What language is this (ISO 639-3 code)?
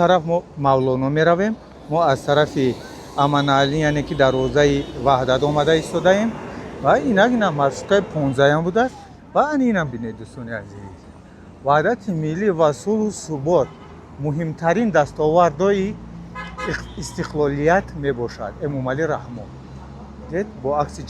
tgk